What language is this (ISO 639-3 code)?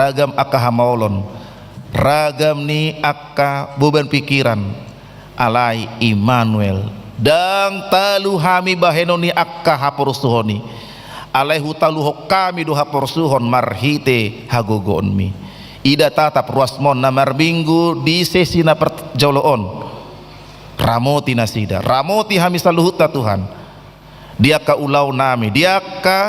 bbc